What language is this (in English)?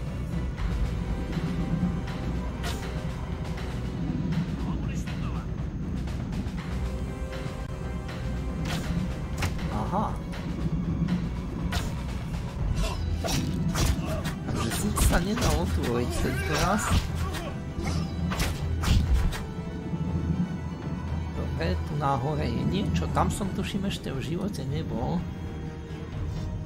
Slovak